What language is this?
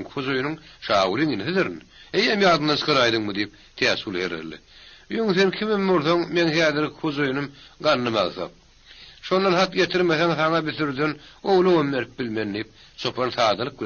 Turkmen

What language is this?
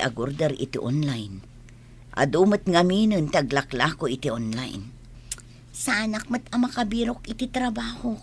Iloko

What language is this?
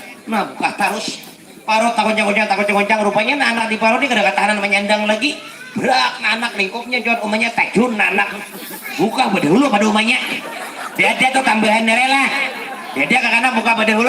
Banjar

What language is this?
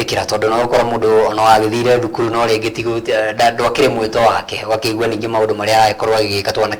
Kikuyu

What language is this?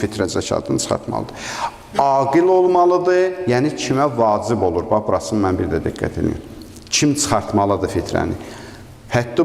Azerbaijani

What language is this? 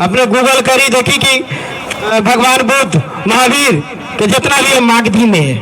Magahi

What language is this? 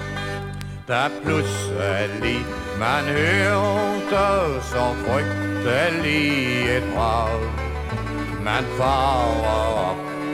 Danish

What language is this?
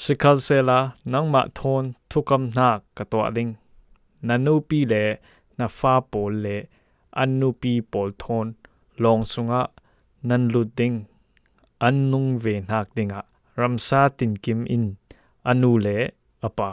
Falam Chin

